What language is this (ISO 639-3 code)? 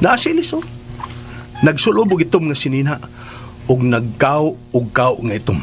ceb